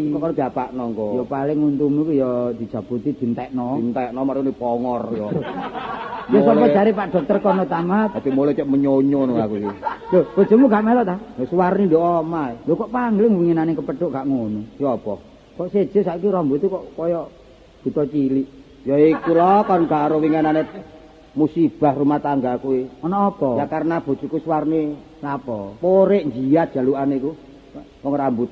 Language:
Javanese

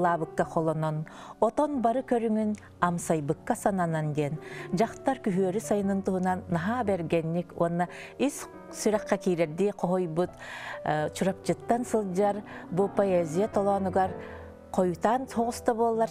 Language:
Yakut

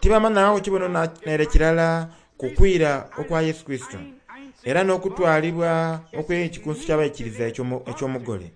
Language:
Soga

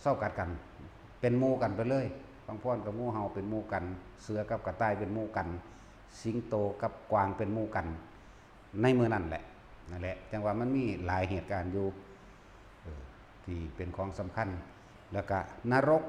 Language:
Northeastern Thai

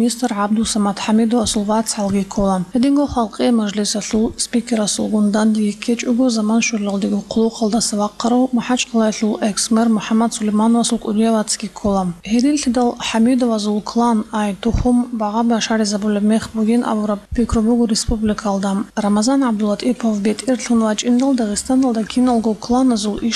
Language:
Avaric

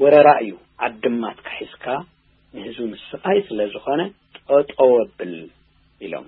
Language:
Tigrinya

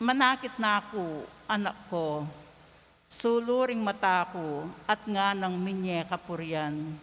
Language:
Pampanga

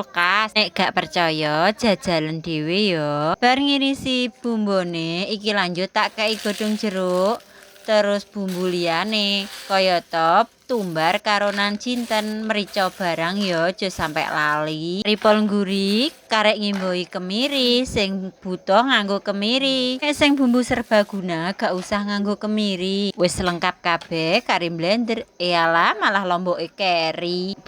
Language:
Javanese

